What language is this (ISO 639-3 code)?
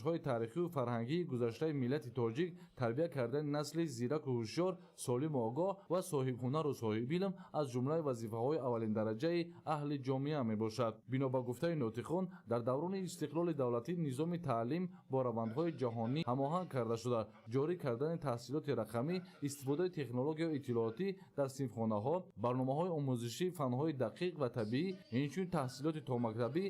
tgk